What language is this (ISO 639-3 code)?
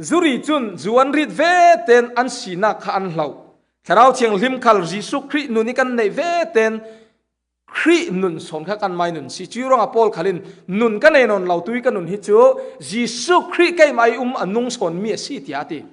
cfm